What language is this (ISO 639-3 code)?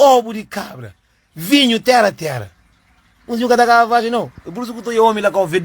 kea